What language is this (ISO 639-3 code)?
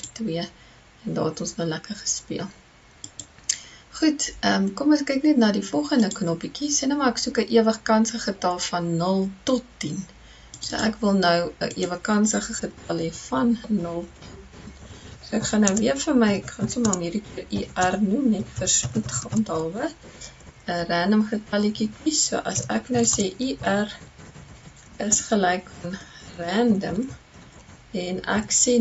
afr